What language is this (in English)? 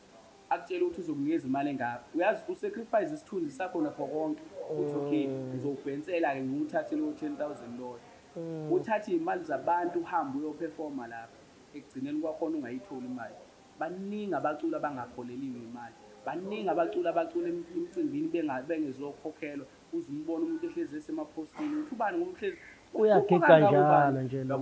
Zulu